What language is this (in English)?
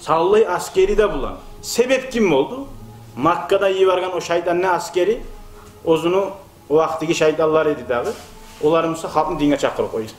Kumyk